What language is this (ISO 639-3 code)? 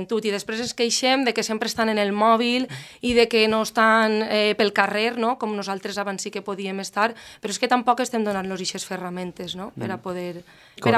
cat